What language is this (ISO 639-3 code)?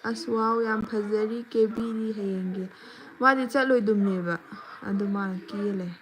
mni